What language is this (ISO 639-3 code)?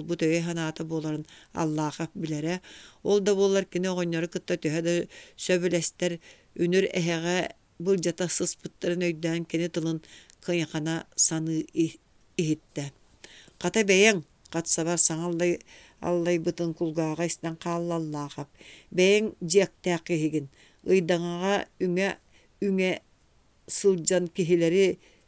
sah